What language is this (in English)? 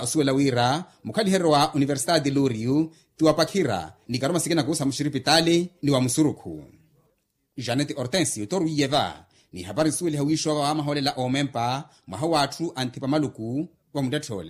Makhuwa